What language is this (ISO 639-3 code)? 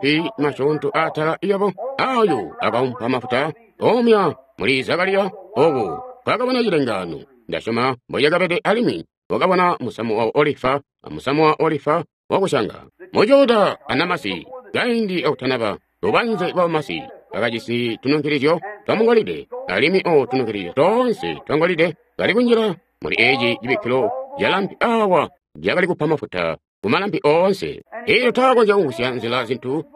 toi